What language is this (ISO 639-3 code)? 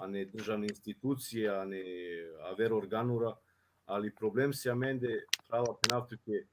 rmn